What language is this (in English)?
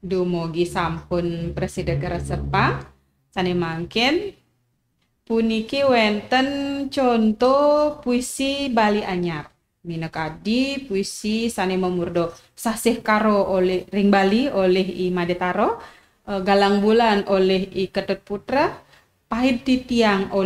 Balinese